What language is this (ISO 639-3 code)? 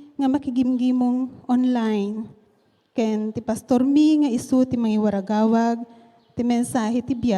ilo